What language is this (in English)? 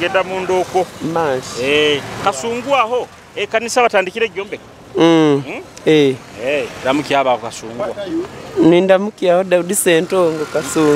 Nyoro